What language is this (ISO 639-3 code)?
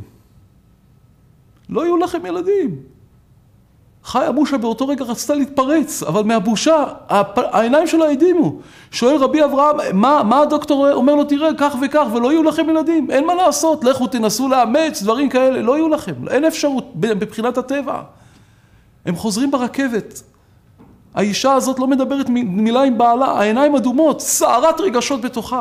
heb